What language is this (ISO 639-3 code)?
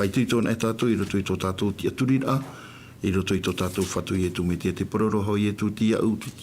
tah